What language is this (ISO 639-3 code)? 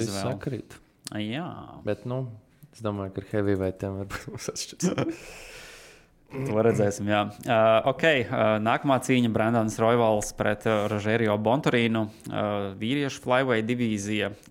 lav